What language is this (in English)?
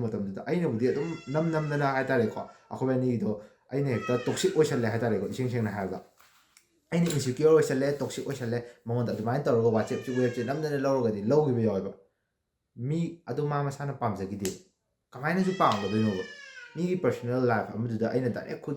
Manipuri